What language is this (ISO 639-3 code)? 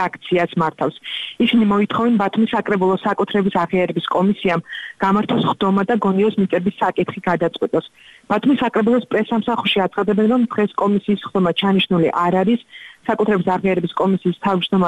kat